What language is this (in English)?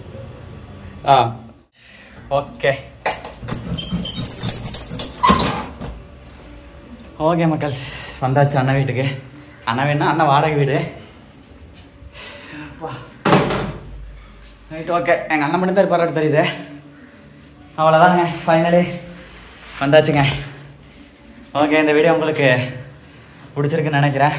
Tamil